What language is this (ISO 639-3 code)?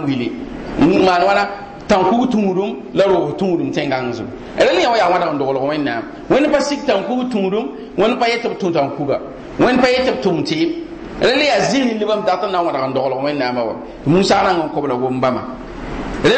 mos